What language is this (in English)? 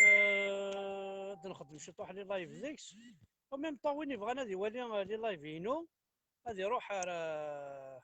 Kabyle